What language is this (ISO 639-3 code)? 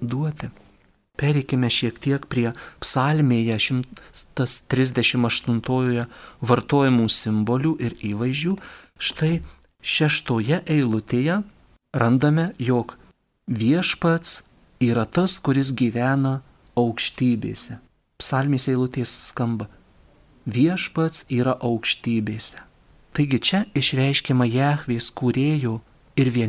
lit